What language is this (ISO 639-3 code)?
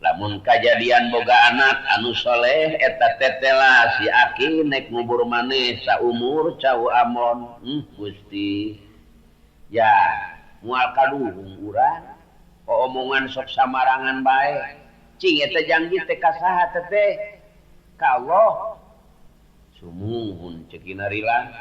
sun